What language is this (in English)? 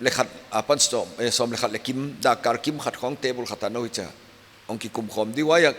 Paite Chin